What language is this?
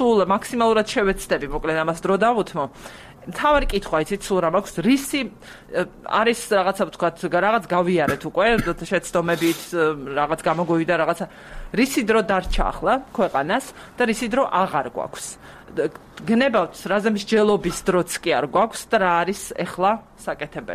Georgian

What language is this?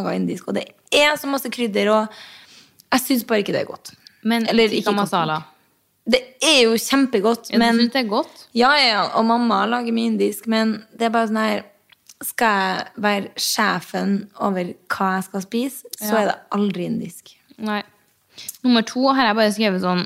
Norwegian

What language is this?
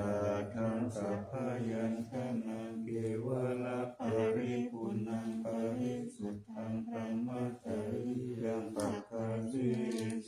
Pali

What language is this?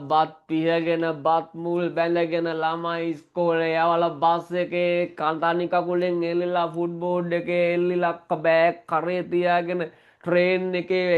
Sinhala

